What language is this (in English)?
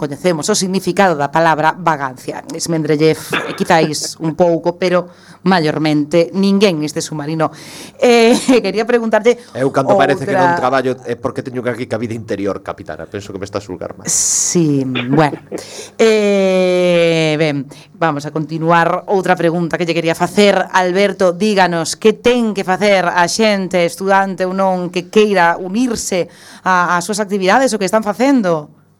Galician